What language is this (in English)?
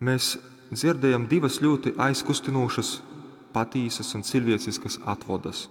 Latgalian